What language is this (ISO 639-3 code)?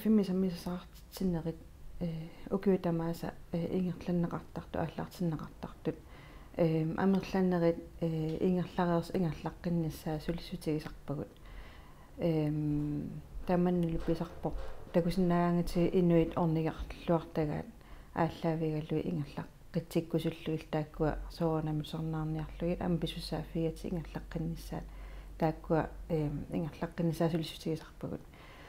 kal